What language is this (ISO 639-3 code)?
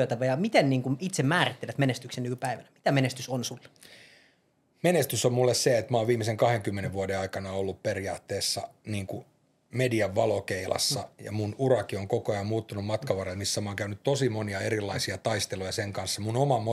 fin